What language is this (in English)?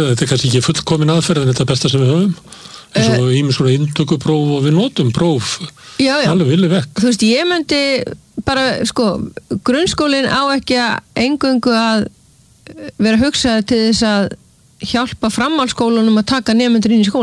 Icelandic